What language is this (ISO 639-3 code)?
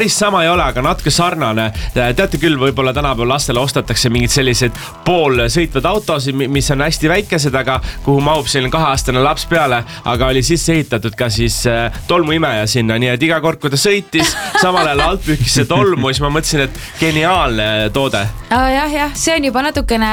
est